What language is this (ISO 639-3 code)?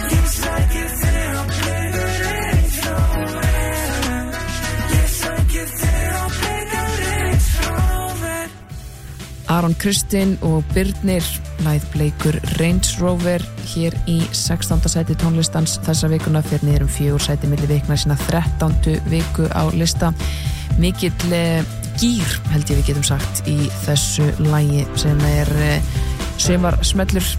isl